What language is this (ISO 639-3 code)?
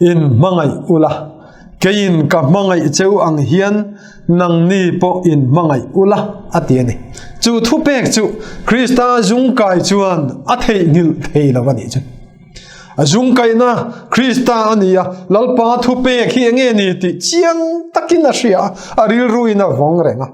lus